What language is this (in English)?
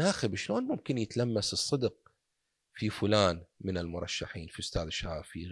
Mesopotamian Arabic